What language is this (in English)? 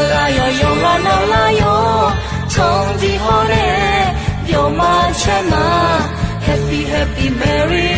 Akha